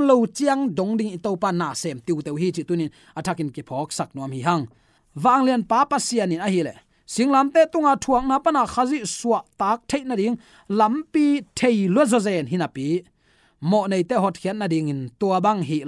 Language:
Tedim Chin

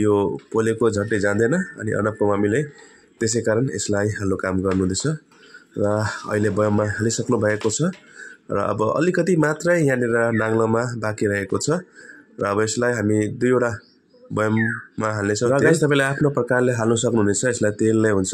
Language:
Nepali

